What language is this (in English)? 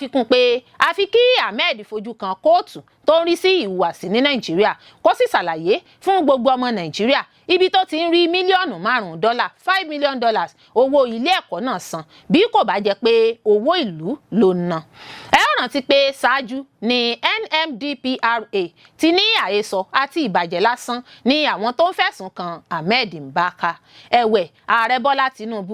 Yoruba